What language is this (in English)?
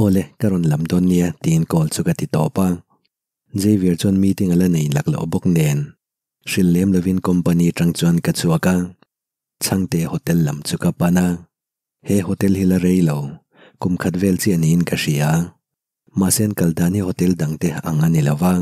Mizo